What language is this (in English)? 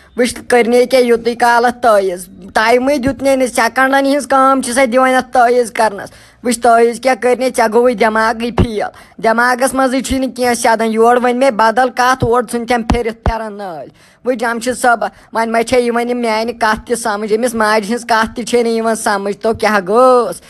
Kashmiri